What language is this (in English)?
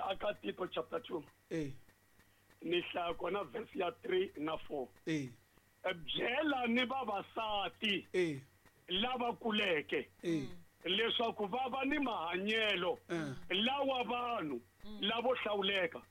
Tsonga